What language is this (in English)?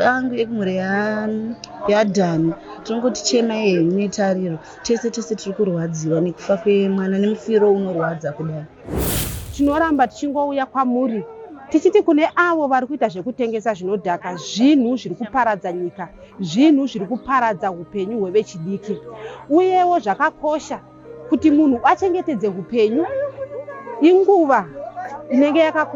Shona